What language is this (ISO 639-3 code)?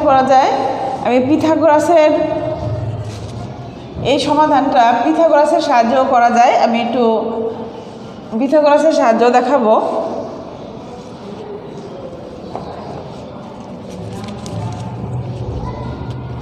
ben